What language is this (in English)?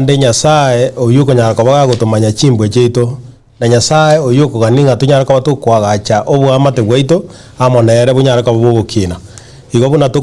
Gusii